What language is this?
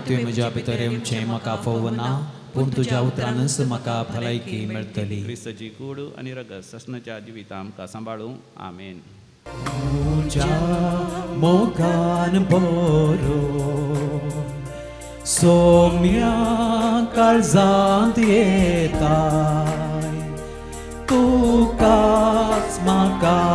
Konkani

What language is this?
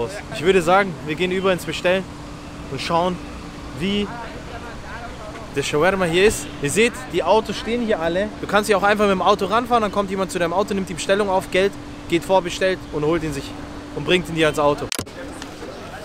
German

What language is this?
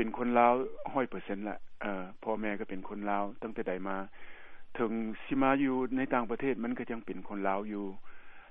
Lao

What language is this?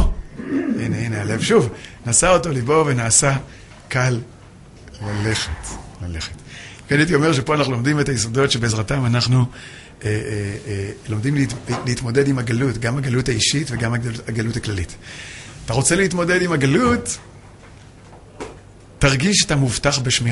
Hebrew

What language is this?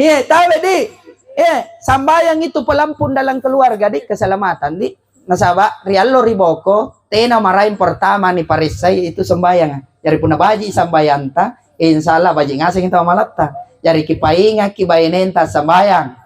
Makasar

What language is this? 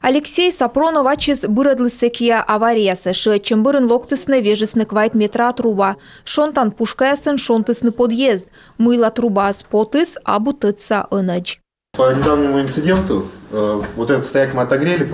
Komi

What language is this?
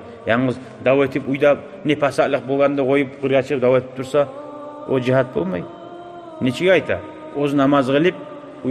Kumyk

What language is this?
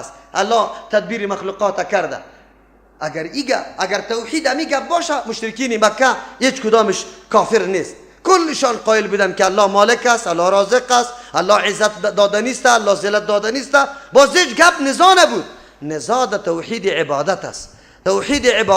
Persian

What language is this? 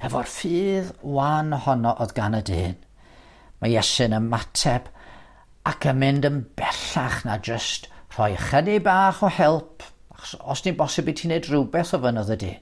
Welsh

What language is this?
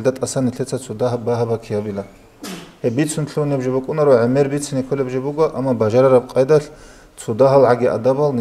Avaric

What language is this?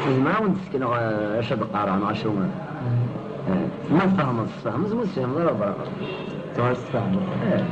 Kabyle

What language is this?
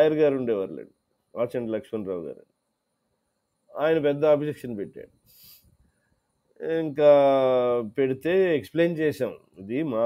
Telugu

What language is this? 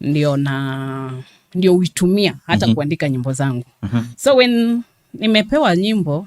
Kamba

